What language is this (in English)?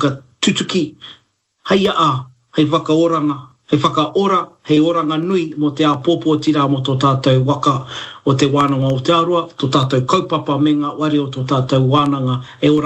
Māori